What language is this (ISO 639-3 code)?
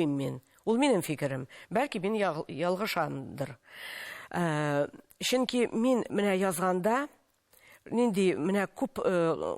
tat